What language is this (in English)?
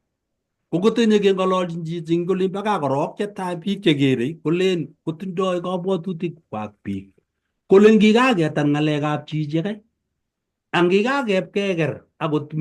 Kalenjin